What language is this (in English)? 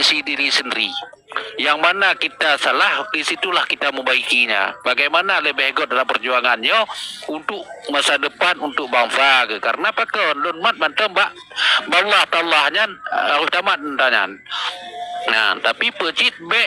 Achinese